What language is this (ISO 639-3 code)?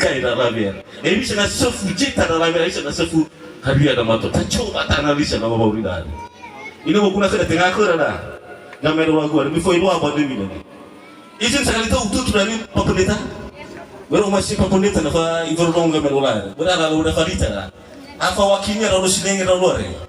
nia